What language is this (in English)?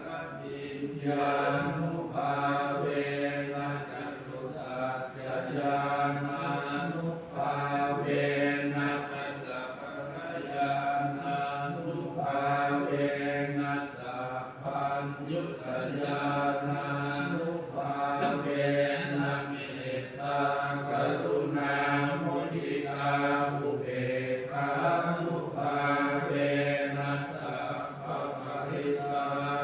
Pali